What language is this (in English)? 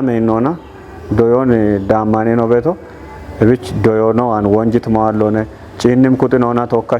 Kafa